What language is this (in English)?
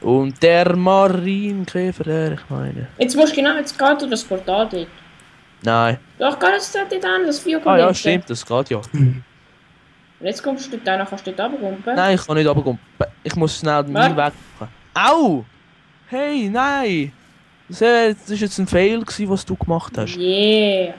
Swiss German